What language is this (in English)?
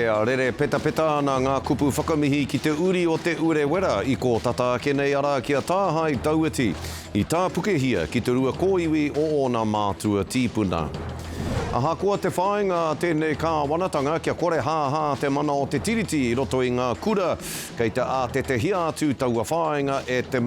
Māori